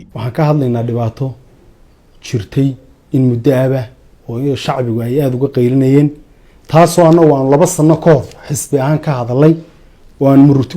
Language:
Somali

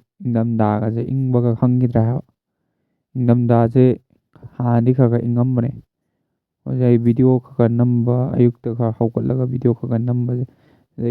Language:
Manipuri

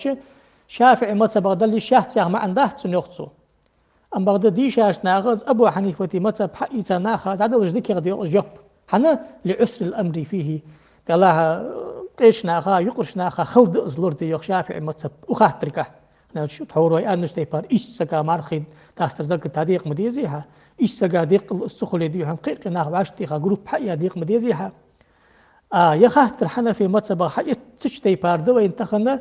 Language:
Ingush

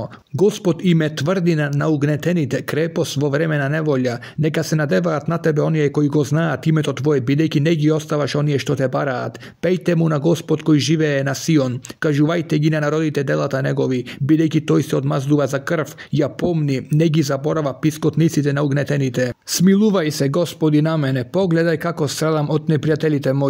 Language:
Macedonian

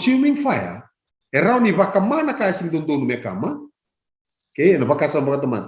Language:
Fijian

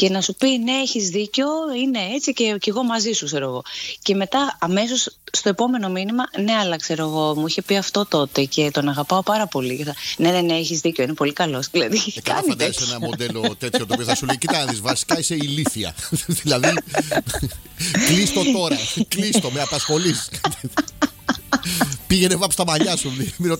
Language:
Greek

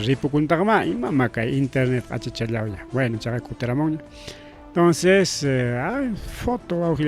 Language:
Ayacucho Quechua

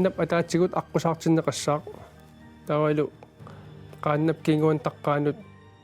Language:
Kalaallisut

